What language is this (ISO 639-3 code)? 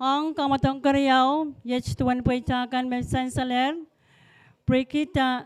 pon